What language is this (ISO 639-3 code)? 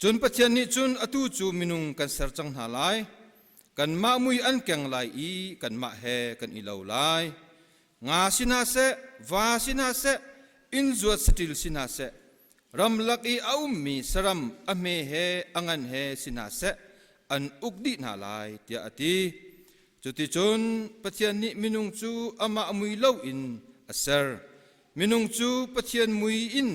cnh